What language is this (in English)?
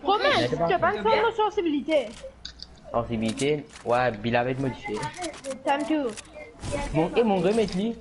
Morisyen